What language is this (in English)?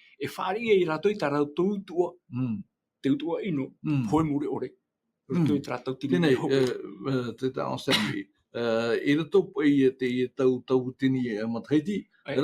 Tahitian